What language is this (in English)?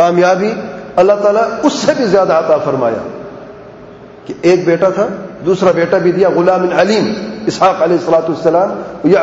Urdu